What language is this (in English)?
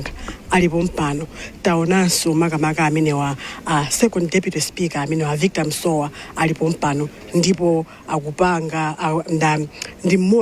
Nyanja